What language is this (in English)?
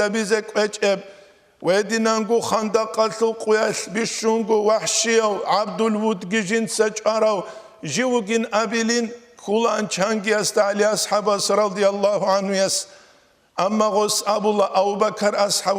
Avaric